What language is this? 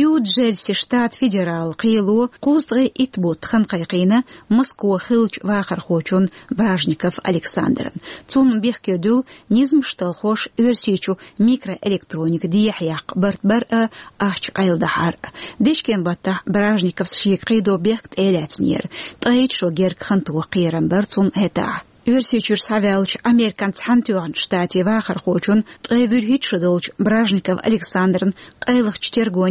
Chechen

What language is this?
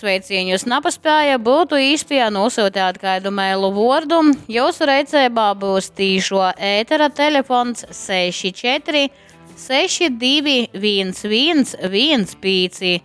Latgalian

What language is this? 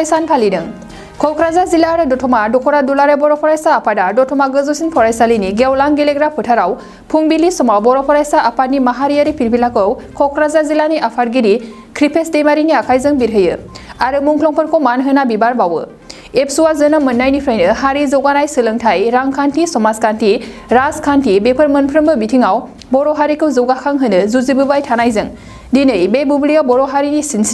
Bodo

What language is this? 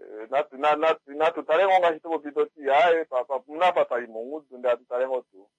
Kuanyama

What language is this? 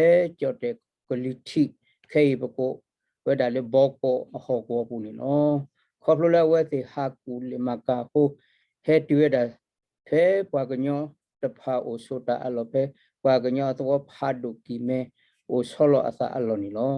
S'gaw Karen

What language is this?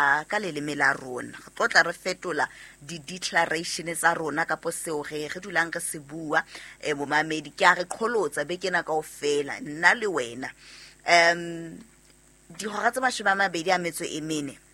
Southern Sotho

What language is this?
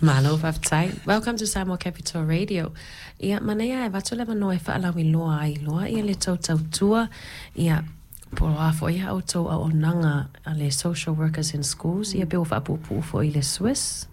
Samoan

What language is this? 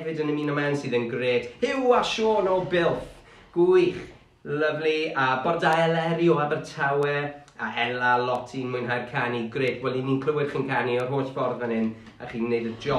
Welsh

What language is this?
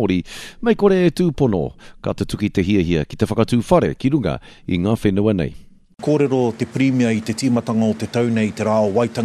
Māori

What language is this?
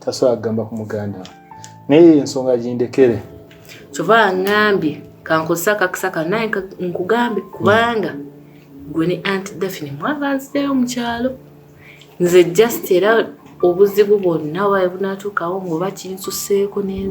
Ganda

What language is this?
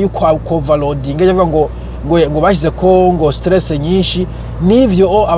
Rundi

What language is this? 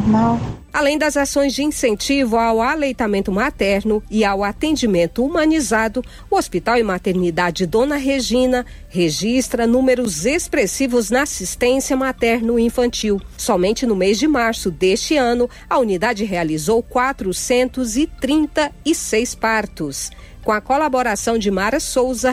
Portuguese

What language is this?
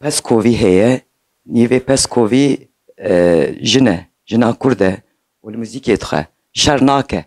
Kurdish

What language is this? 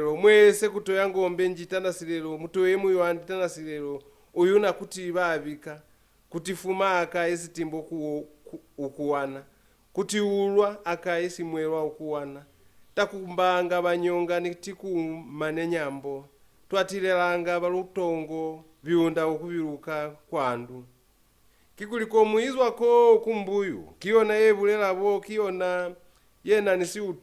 Lozi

